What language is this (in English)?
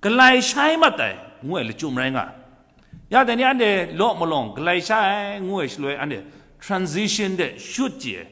Kachin